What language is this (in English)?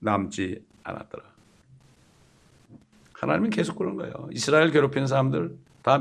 Korean